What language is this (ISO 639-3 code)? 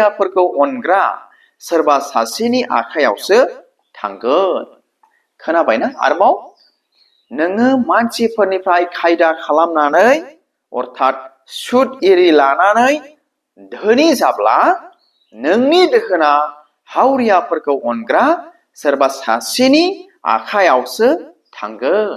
brx